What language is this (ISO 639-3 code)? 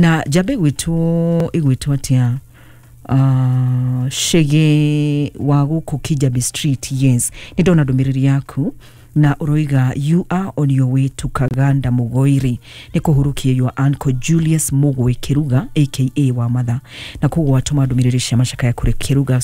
kik